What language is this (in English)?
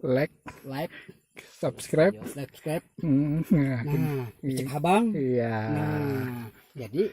Banjar